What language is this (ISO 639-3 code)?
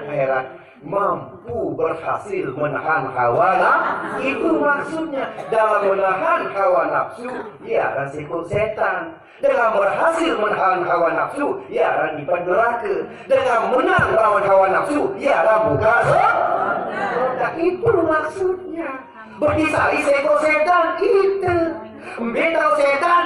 sas